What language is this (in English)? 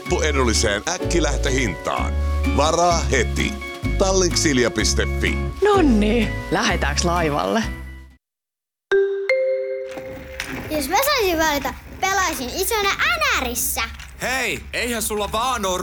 Finnish